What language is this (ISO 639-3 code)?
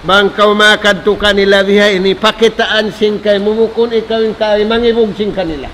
tsg